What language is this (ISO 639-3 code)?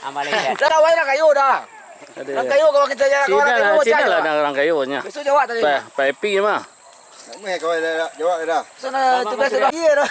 min